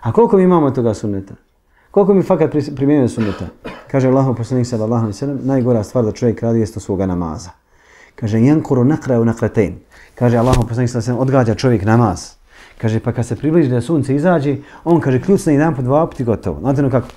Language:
Bosnian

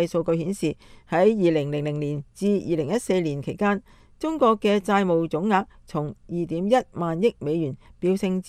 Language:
Cantonese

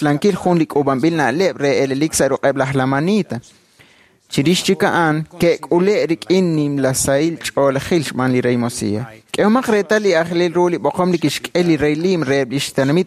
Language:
Kekchí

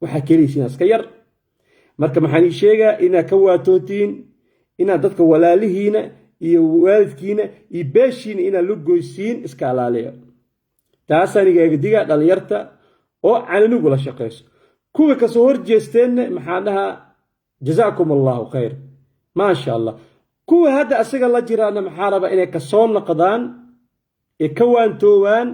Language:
Somali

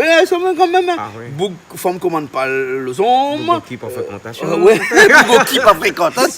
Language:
Réunion Creole French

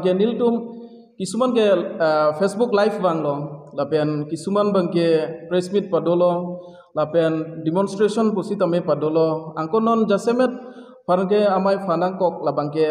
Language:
Karbi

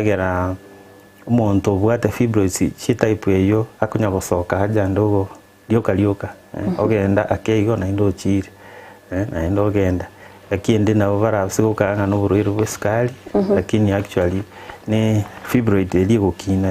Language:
Gusii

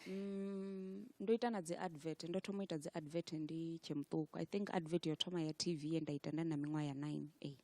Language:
Venda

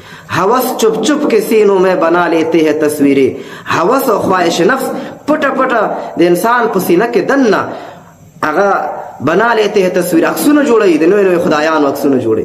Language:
Pashto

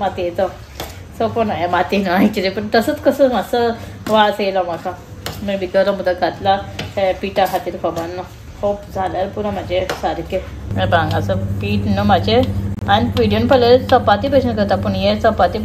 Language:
Konkani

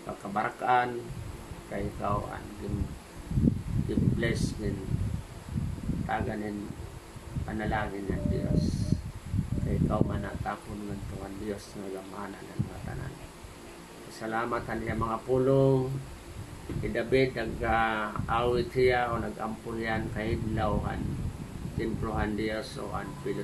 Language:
Waray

